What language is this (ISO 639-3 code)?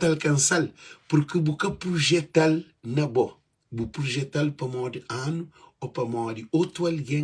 kea